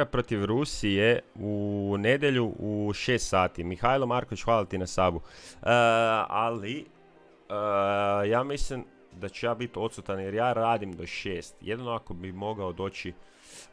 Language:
Croatian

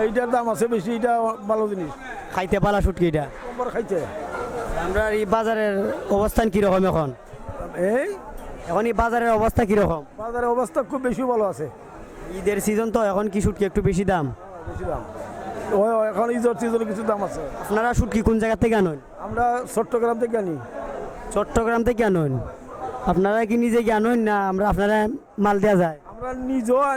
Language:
Sylheti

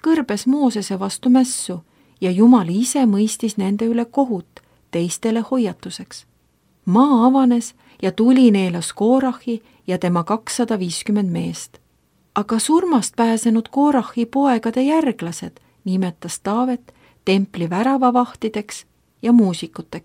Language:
Estonian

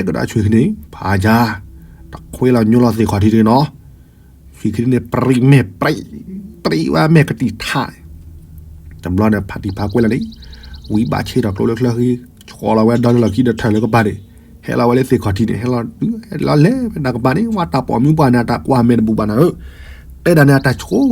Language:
S'gaw Karen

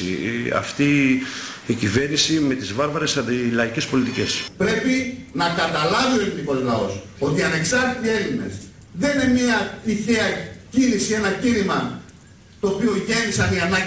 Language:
Greek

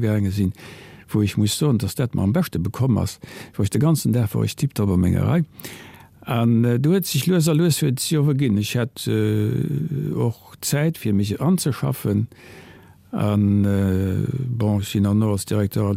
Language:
Luxembourgish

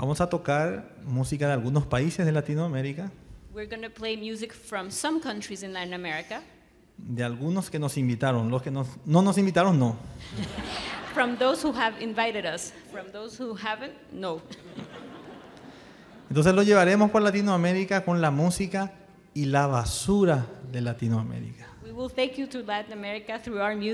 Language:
Spanish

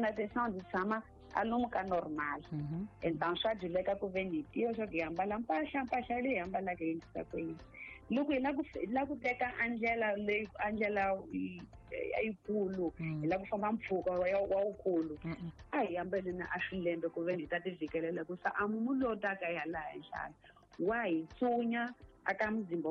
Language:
Tsonga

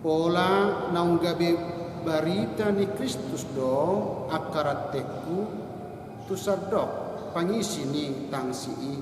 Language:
Batak Toba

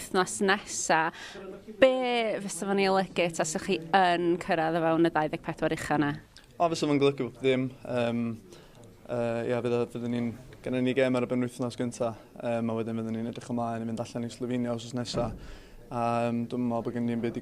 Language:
Welsh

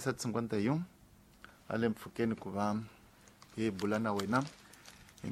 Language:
Tsonga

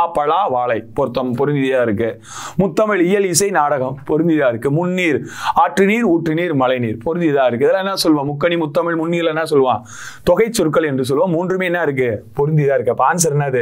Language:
Tamil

